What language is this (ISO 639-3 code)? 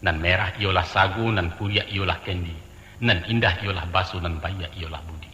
min